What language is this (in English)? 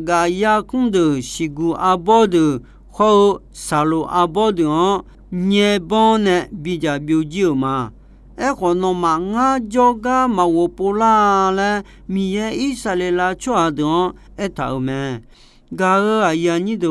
Akha